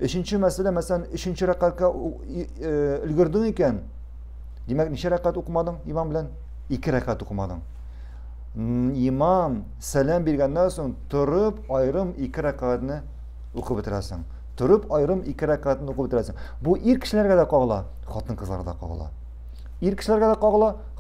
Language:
Tatar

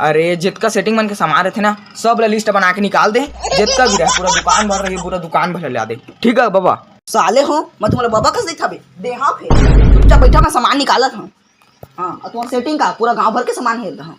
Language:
Chhattisgarhi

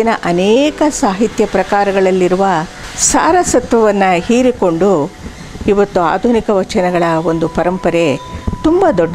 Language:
Kannada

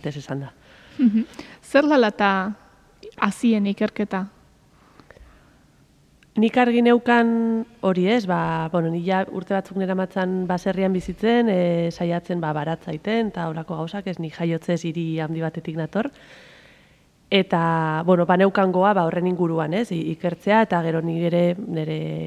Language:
Basque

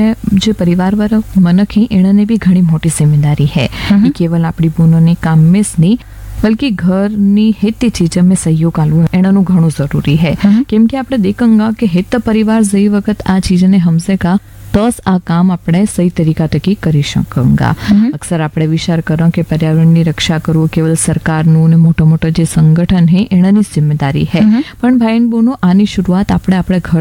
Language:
Gujarati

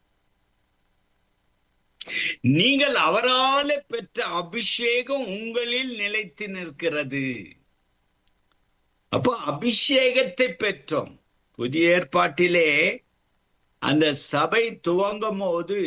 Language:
Tamil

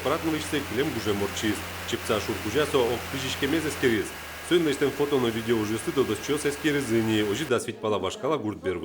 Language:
Udmurt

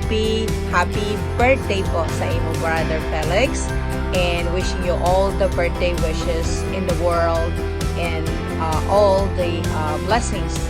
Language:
Bikol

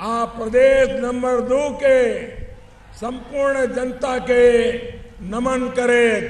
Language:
Maithili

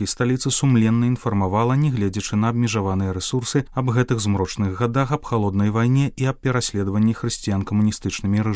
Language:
Belarusian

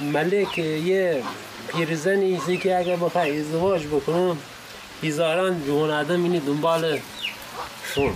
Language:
Gilaki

